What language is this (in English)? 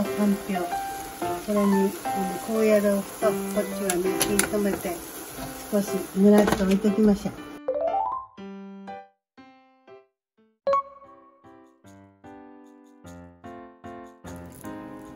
Japanese